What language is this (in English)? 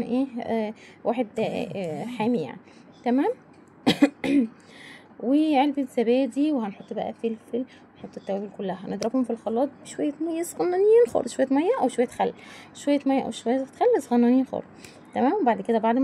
Egyptian Arabic